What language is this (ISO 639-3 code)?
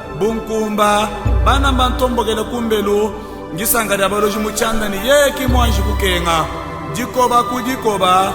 lua